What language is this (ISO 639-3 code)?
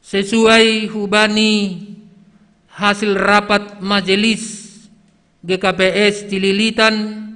bts